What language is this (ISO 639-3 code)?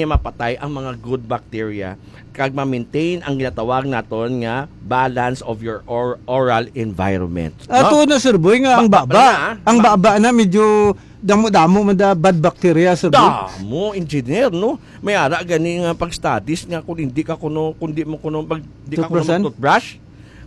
hil